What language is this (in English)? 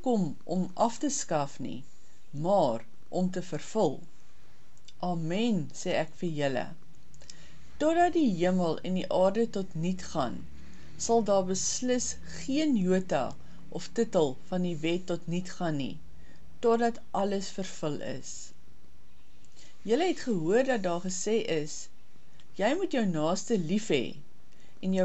Afrikaans